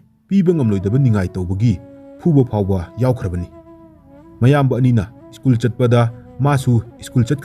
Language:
Manipuri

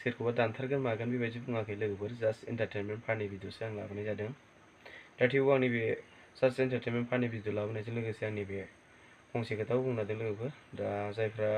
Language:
Bodo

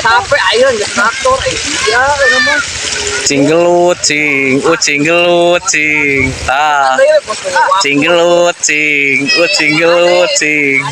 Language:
Sundanese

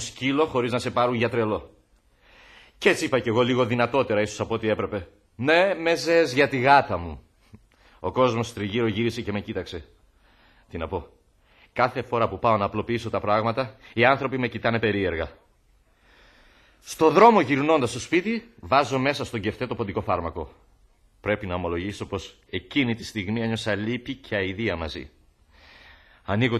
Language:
Greek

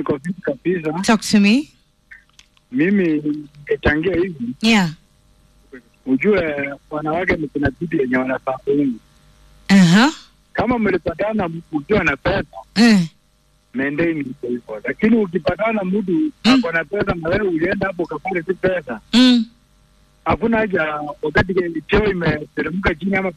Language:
Swahili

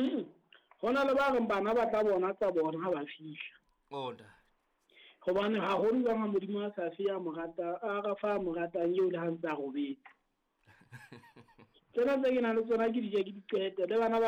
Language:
Southern Sotho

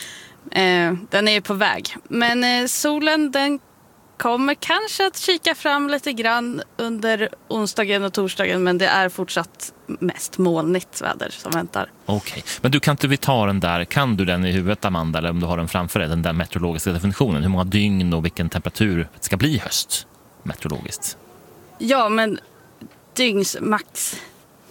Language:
Swedish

